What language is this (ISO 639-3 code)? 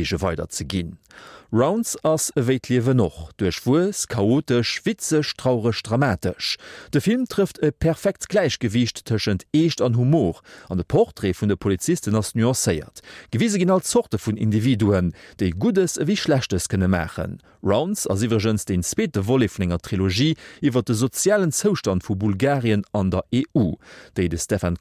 ltz